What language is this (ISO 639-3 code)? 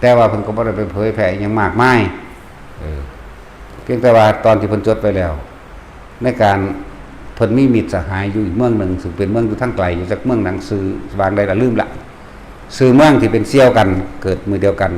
tts